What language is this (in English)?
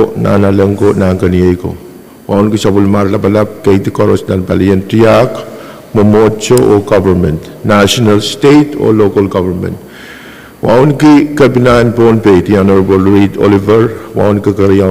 Pohnpeian